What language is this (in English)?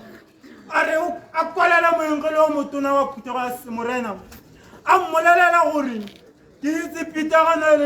Tswana